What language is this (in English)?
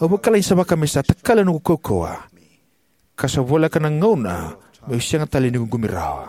Fijian